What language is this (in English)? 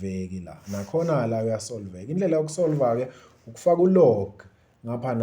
Zulu